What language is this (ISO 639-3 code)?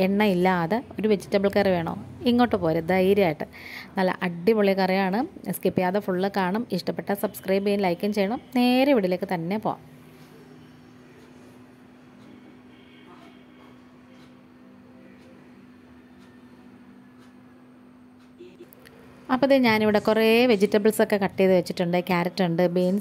mal